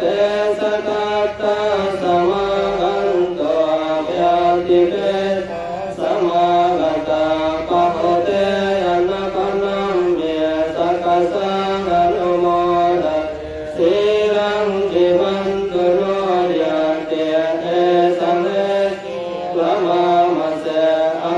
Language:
Pali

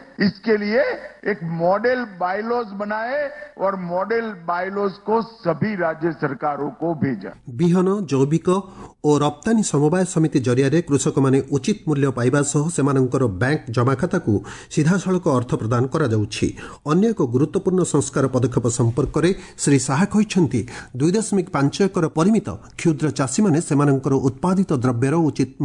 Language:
Odia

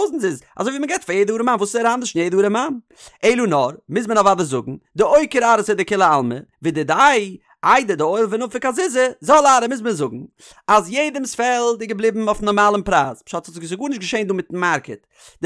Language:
Yiddish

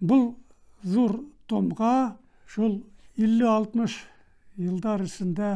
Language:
Bashkir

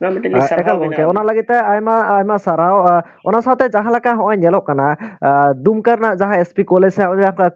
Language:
Santali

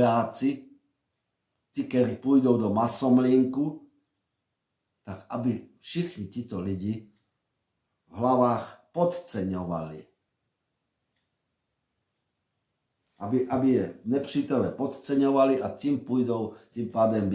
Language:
Czech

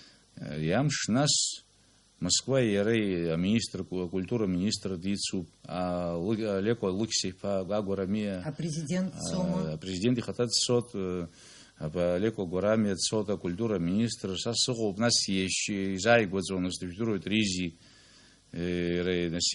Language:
Abkhazian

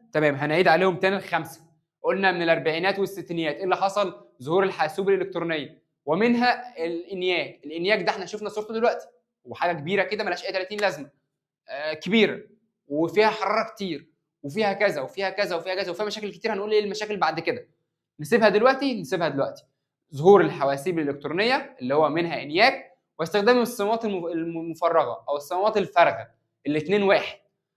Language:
Egyptian Arabic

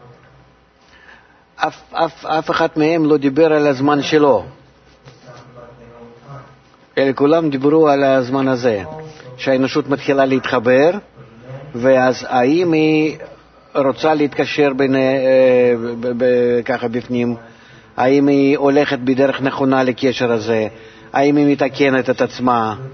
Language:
Hebrew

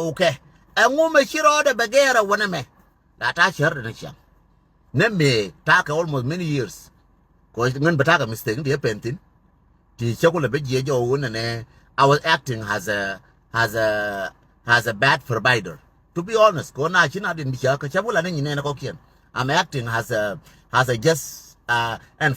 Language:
Nuer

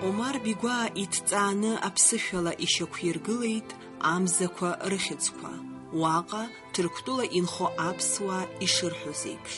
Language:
Abkhazian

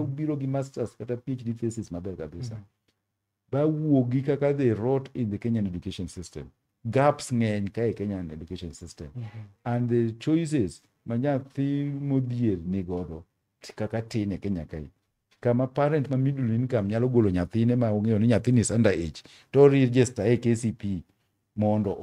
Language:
Luo (Kenya and Tanzania)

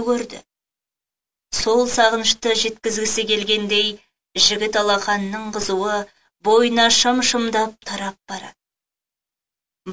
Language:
Kazakh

